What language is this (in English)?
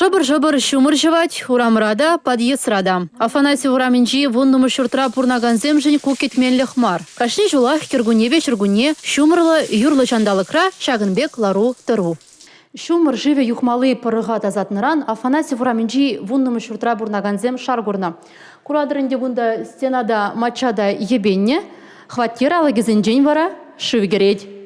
Chuvash